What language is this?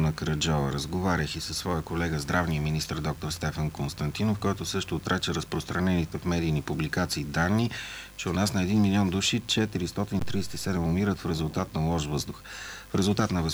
Bulgarian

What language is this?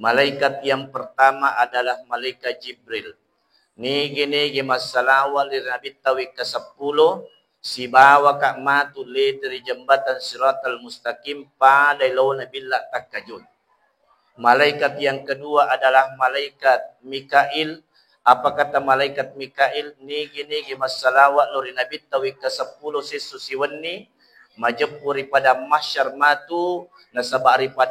Buginese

